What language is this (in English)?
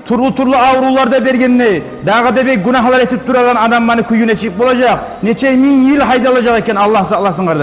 Kumyk